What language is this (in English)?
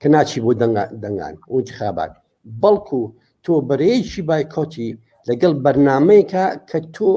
Central Kurdish